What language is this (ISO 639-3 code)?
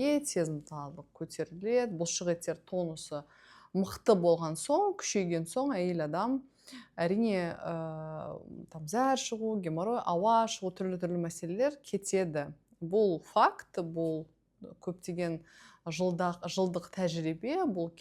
kaz